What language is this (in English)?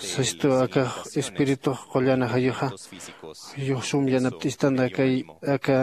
Aymara